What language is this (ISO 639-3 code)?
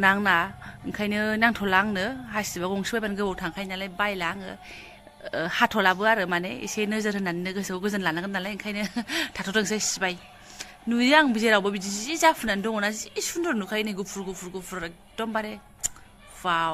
brx